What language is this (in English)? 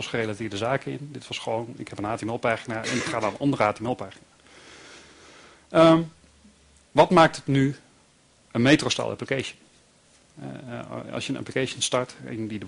Dutch